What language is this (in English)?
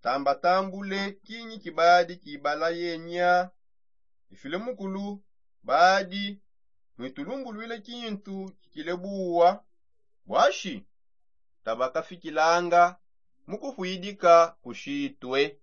Songe